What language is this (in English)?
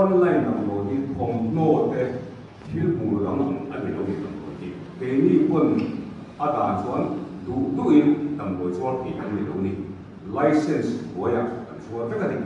Mizo